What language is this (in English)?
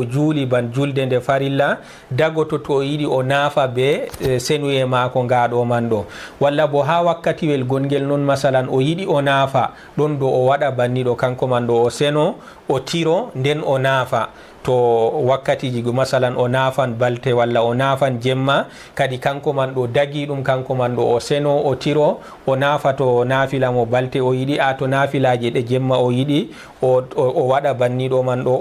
Fula